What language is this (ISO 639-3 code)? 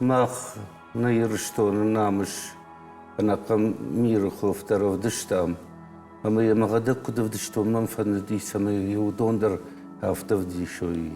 oss